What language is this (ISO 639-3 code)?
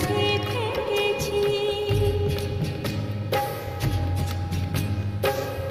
ben